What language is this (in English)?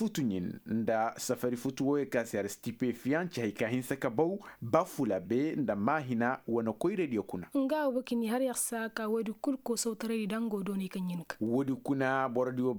Koyraboro Senni